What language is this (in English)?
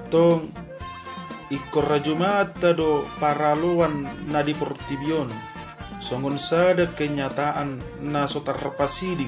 Batak Toba